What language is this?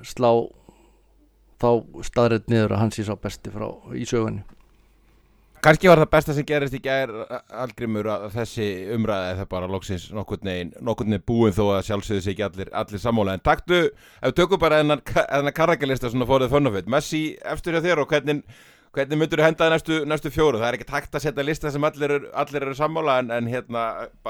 Icelandic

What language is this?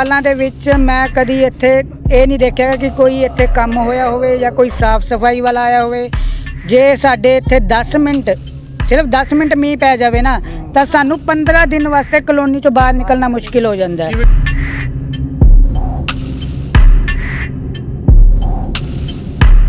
Punjabi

